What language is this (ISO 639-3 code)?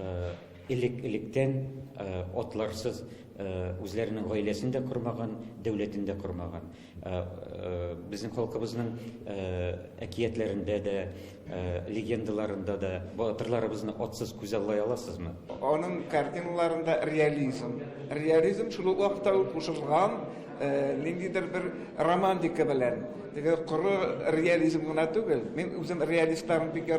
tat